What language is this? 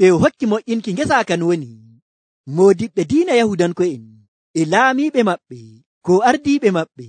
Nigerian Fulfulde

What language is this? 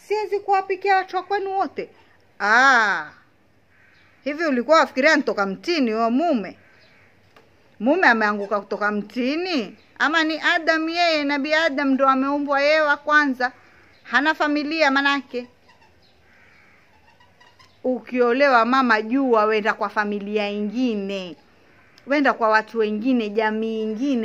Swahili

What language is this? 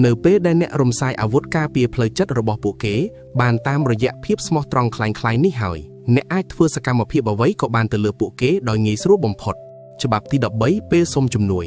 Khmer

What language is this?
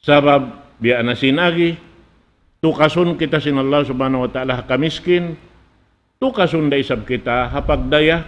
Tausug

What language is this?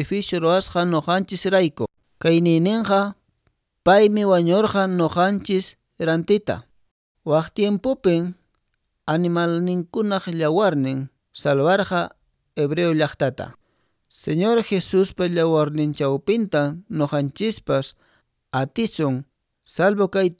Quechua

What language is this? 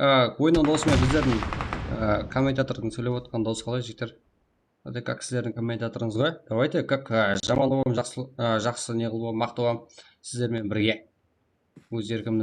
Kara-Kalpak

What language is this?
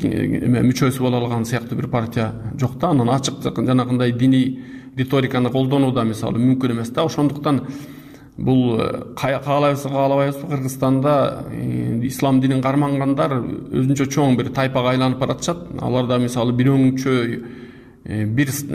Kyrgyz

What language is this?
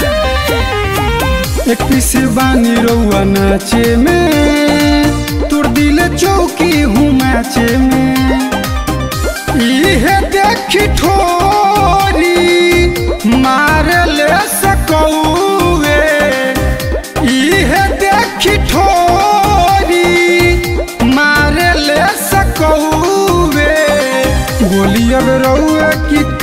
Bhojpuri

